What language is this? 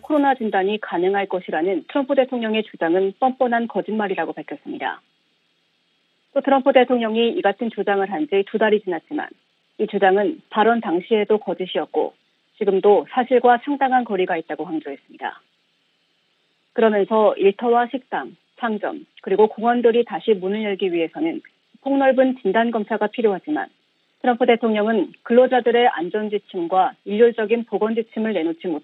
Korean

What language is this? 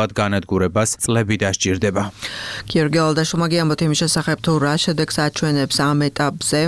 Georgian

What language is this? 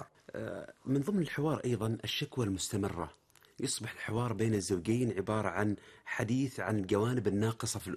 Arabic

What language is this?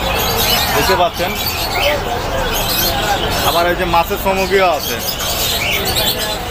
Bangla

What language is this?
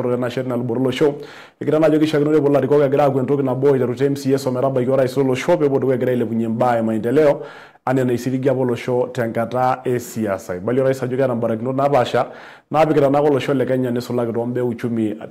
Masai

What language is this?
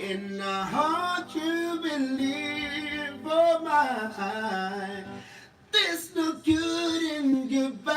Tsonga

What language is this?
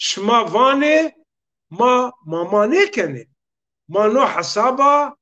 Zaza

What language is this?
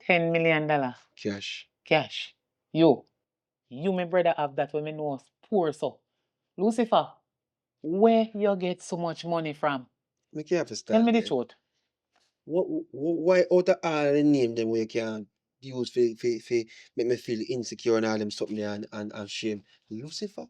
Jamaican Creole English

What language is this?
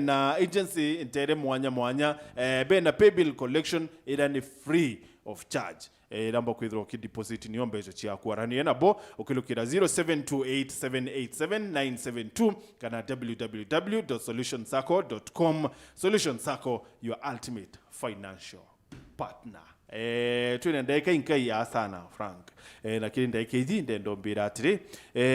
Meru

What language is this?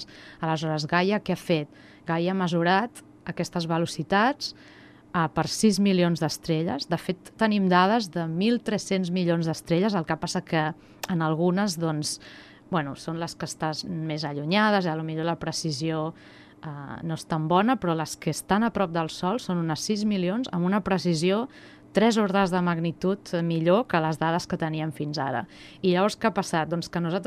Catalan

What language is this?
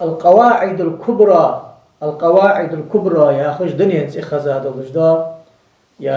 Ingush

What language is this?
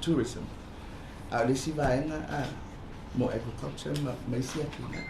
Samoan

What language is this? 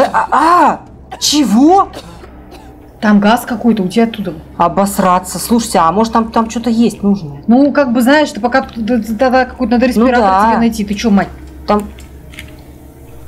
Russian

